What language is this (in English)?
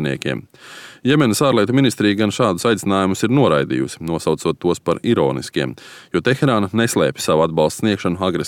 Latvian